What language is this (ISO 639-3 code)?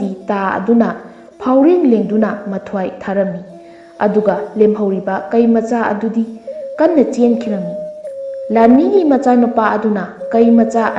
mni